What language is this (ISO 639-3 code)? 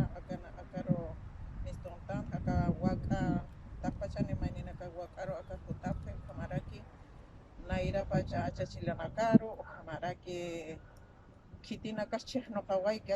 aym